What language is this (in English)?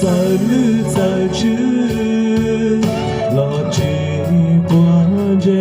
Hmong